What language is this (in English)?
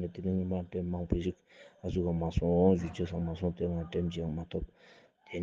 Ladakhi